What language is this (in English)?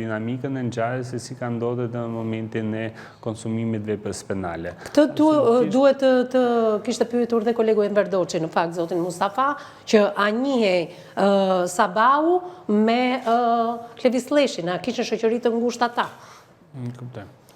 Albanian